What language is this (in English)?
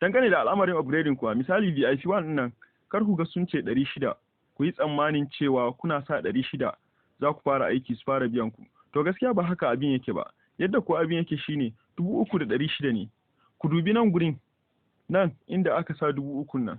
Hausa